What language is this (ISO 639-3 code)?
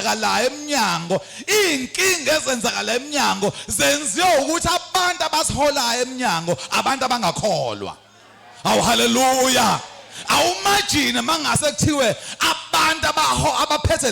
zul